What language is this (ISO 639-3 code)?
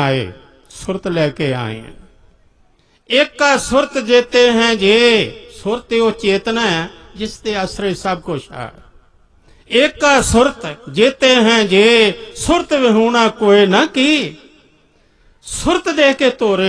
pan